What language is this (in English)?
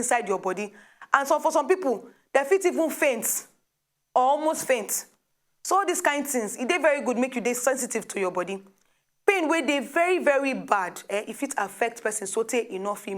Nigerian Pidgin